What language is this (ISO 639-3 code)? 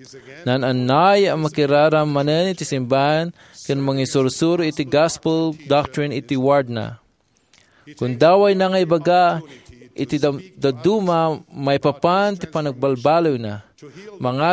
ilo